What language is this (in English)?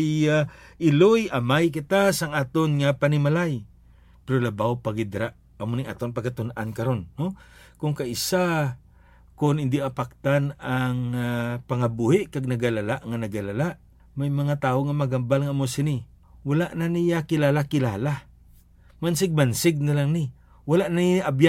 Hiligaynon